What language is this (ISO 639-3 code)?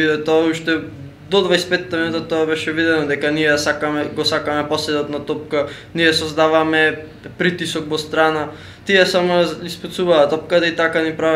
mkd